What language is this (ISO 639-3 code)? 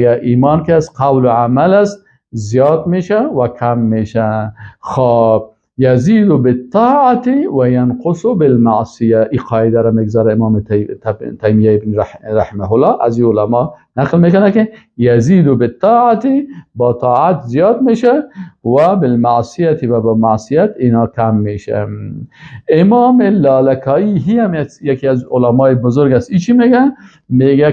fas